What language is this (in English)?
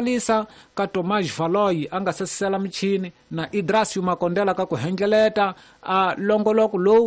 Tsonga